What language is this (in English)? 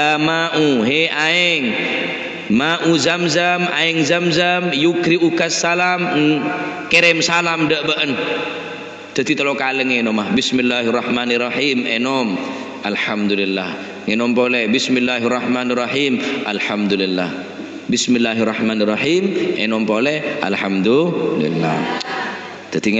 Madurese